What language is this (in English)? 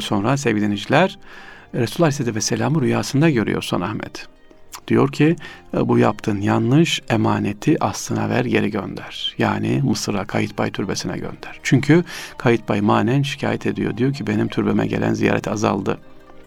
Turkish